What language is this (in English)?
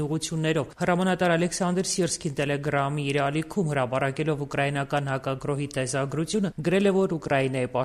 Armenian